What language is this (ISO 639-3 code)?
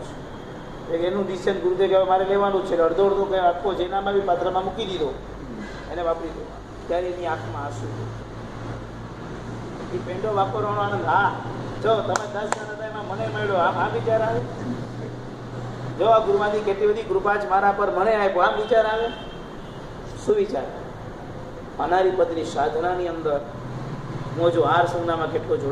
guj